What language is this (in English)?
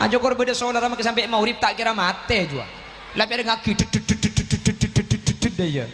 Madurese